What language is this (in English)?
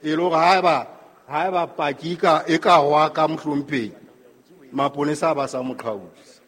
Southern Sotho